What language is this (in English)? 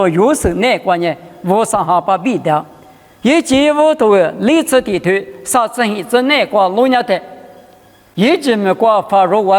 Lisu